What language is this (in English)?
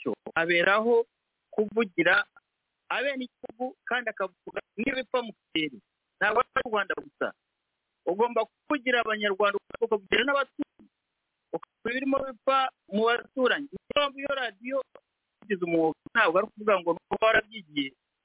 Kinyarwanda